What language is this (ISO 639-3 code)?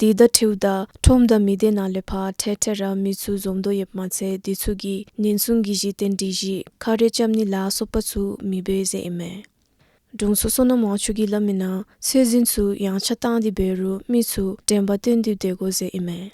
dzo